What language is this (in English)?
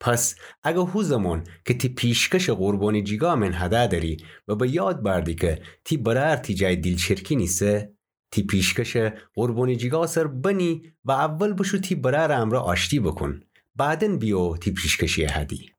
Gilaki